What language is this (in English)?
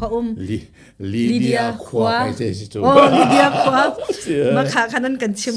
Hakha Chin